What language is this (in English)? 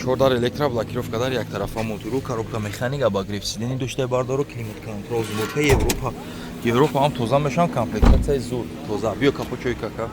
Tajik